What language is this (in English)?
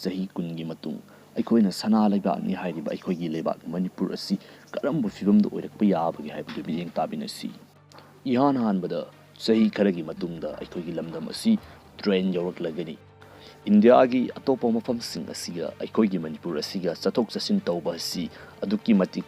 Manipuri